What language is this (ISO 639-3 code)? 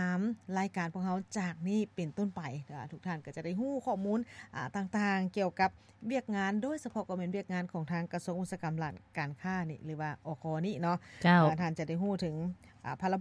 lao